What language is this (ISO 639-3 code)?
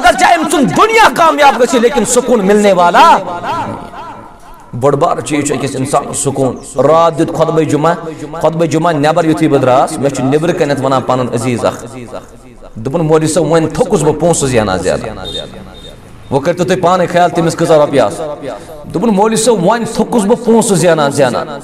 kas